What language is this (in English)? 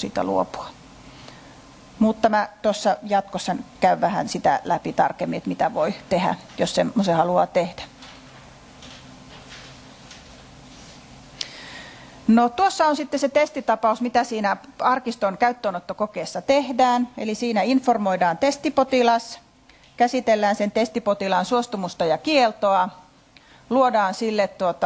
Finnish